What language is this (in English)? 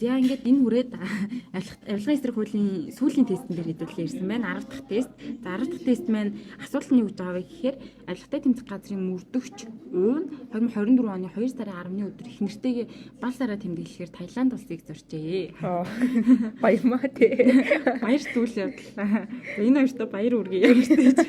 Mongolian